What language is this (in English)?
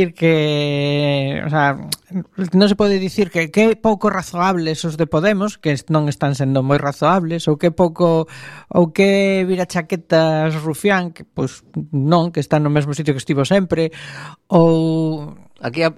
Galician